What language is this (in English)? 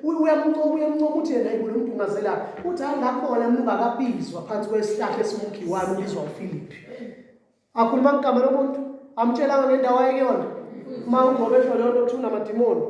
Zulu